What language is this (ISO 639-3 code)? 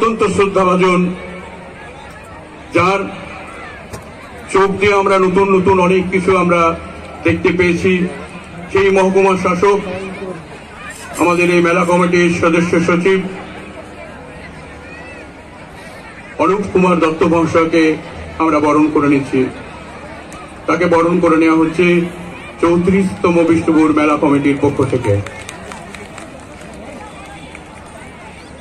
ben